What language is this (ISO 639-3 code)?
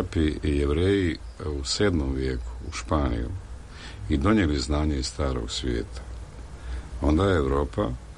srp